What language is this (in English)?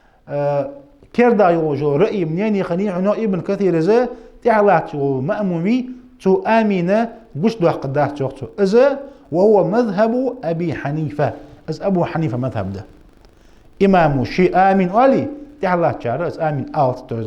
Ingush